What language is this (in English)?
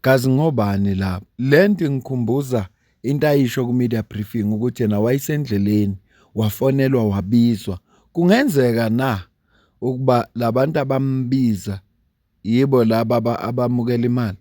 Zulu